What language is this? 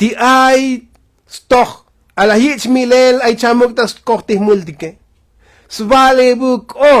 Tzotzil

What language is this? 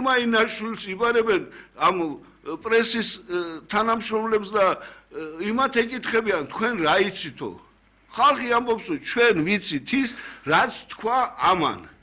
Georgian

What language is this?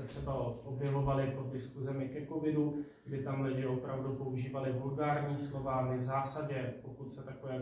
Czech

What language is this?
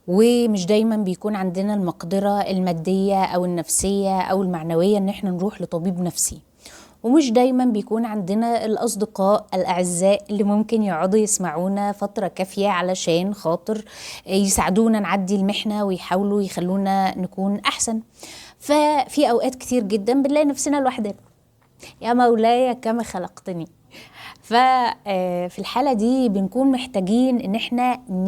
Egyptian Arabic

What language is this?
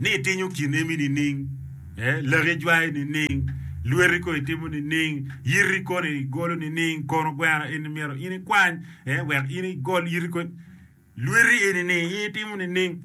Acoli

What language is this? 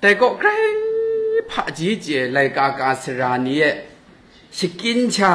Kachin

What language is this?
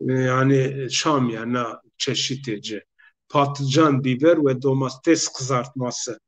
Zaza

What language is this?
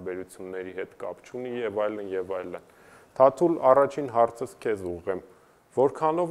Armenian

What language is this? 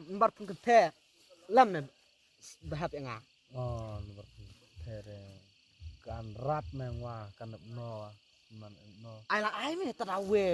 Khasi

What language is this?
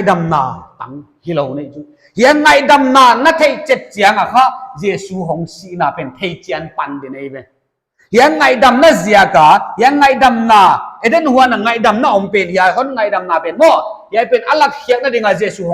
Paite Chin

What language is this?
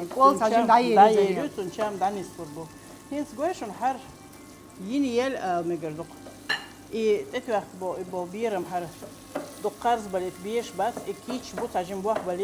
Chechen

